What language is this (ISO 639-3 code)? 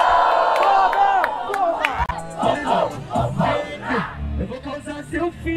por